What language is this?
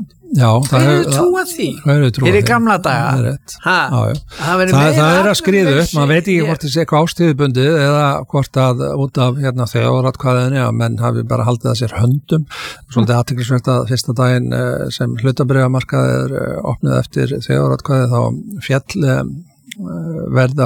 Icelandic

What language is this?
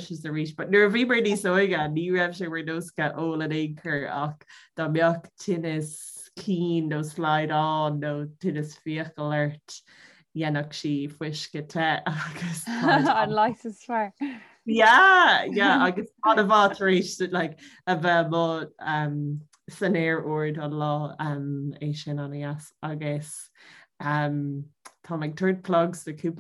Irish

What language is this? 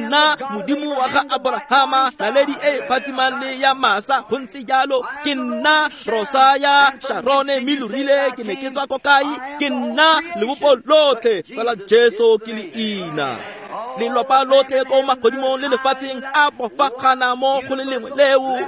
Tswana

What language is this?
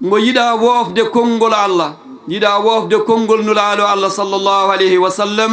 Fula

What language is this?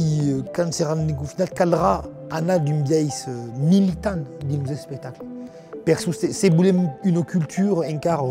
Occitan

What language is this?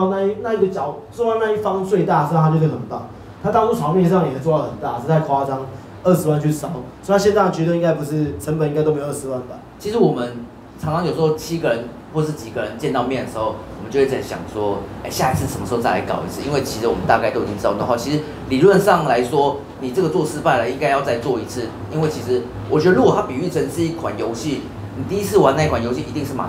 Chinese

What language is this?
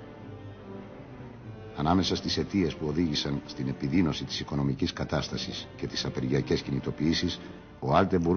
Greek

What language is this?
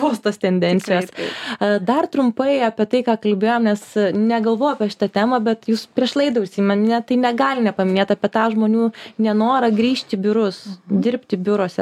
Lithuanian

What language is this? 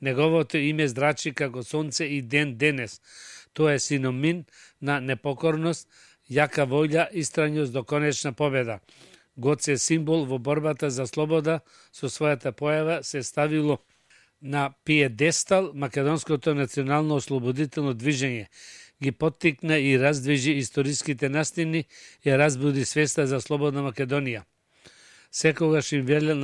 Macedonian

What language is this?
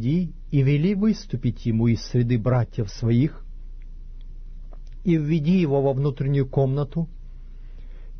Russian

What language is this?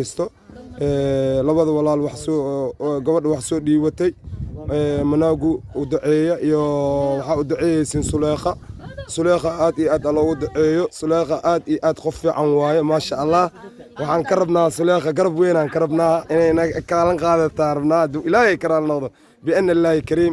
Somali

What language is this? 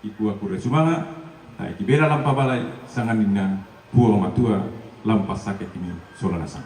Toraja-Sa'dan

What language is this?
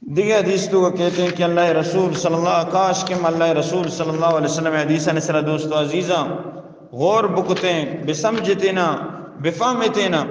Eastern Balochi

